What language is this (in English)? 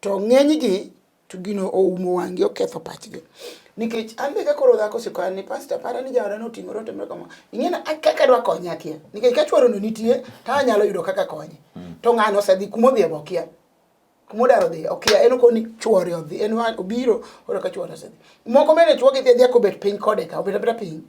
Luo (Kenya and Tanzania)